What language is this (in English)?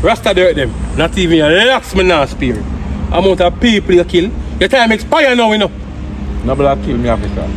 Jamaican Creole English